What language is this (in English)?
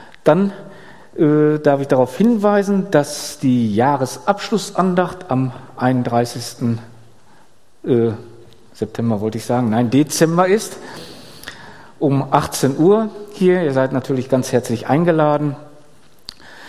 German